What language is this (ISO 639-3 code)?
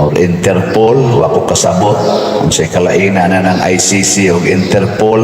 ceb